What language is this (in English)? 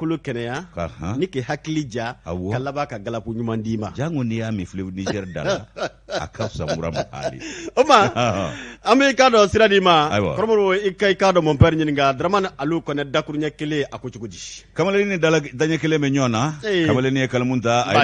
Bambara